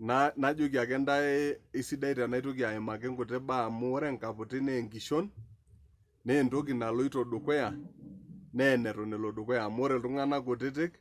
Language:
Masai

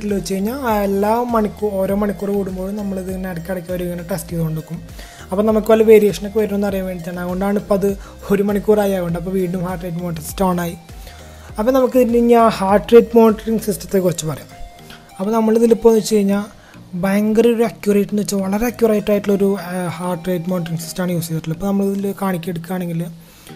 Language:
Malayalam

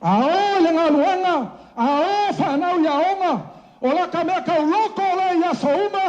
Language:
Samoan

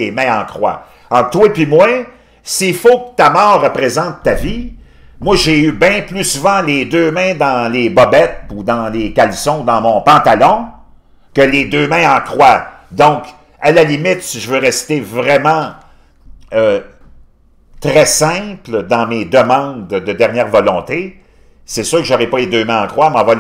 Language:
French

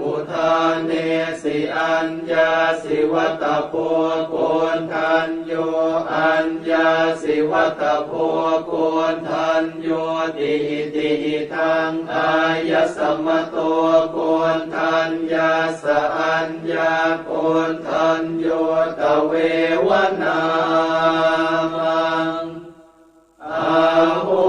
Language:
Pali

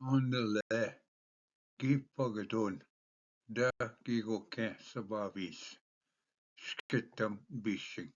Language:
Ojibwa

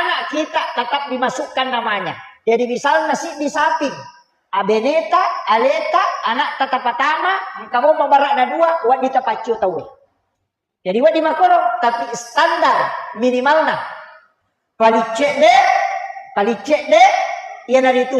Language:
Buginese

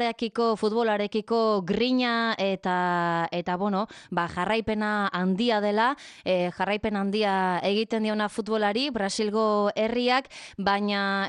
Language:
Basque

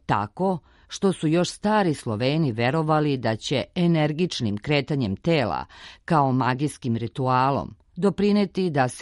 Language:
Serbian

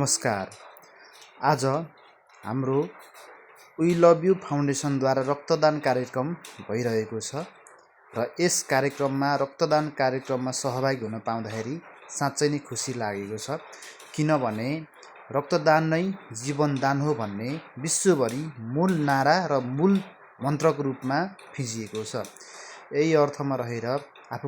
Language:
Nepali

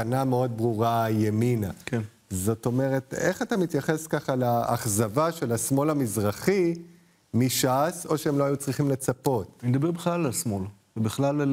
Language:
Hebrew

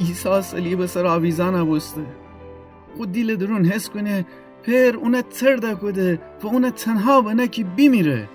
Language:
Gilaki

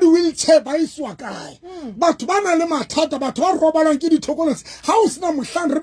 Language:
Southern Sotho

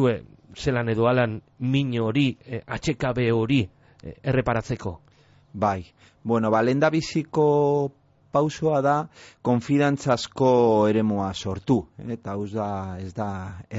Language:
Basque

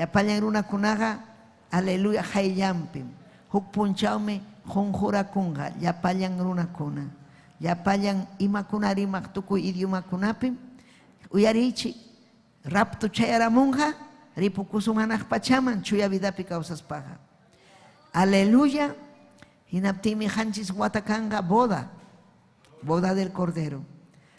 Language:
Ayacucho Quechua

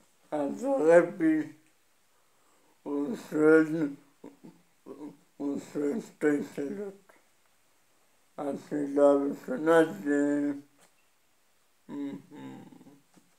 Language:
Hebrew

